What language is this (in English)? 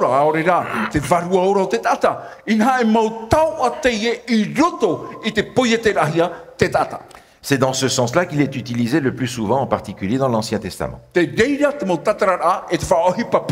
Tahitian